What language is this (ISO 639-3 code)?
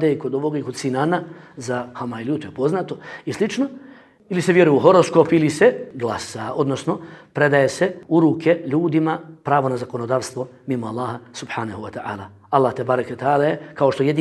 bos